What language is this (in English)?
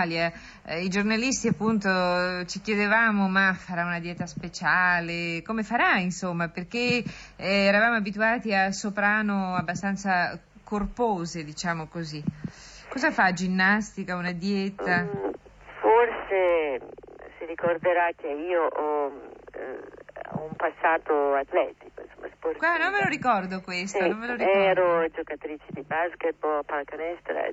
Italian